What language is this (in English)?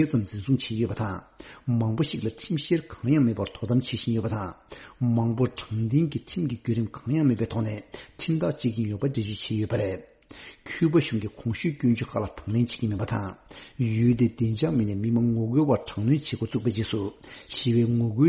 Tibetan